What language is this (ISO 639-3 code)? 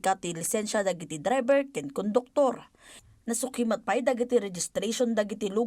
ilo